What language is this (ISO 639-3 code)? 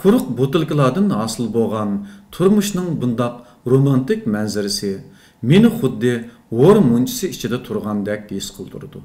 uig